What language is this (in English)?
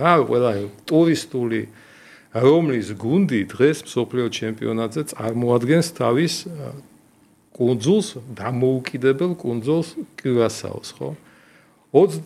Georgian